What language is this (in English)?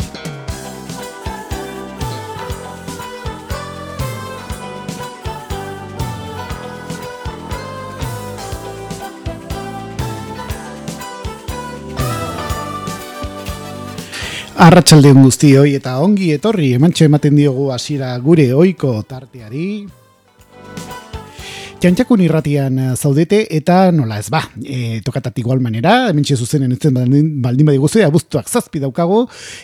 Basque